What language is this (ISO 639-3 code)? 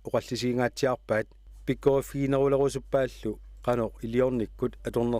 kal